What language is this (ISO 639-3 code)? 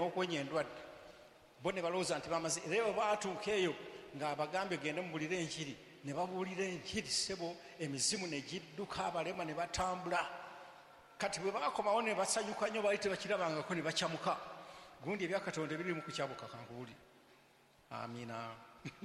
lug